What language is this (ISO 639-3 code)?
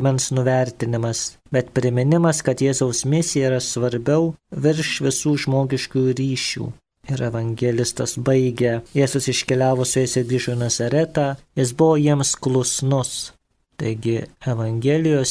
lit